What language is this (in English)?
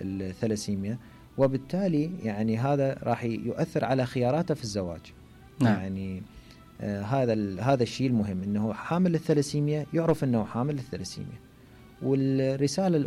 Mesopotamian Arabic